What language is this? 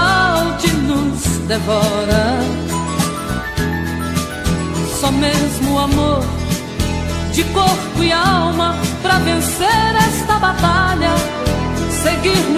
Portuguese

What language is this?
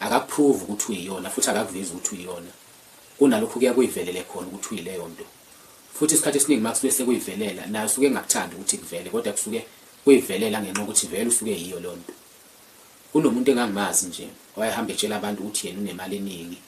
Zulu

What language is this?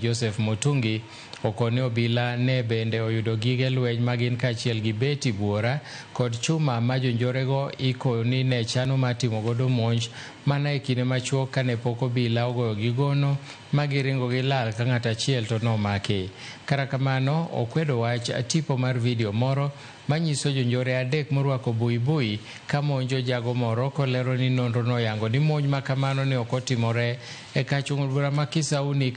Luo (Kenya and Tanzania)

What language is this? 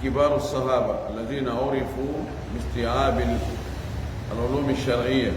Pular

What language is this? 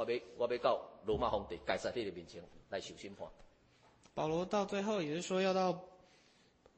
Chinese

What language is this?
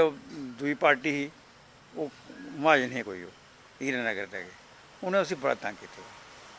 Dogri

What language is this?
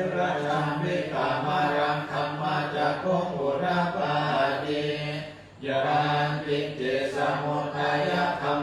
Pali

